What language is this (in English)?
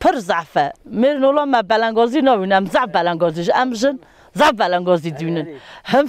Kurdish